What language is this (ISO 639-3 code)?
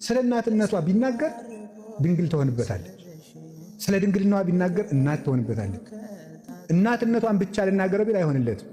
amh